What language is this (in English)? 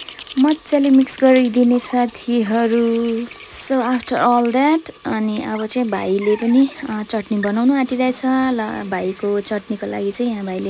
Nepali